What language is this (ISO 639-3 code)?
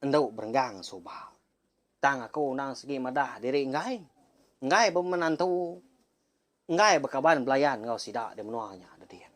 iba